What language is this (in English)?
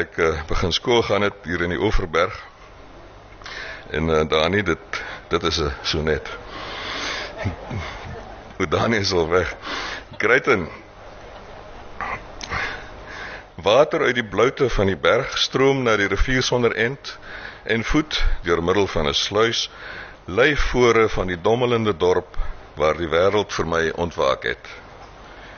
Afrikaans